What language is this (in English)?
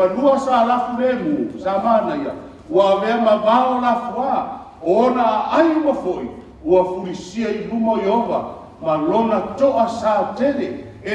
Samoan